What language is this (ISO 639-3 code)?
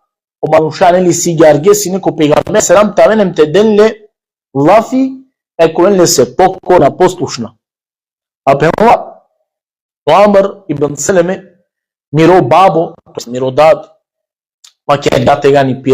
rmn